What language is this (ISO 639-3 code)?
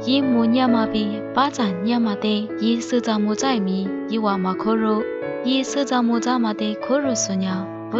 lis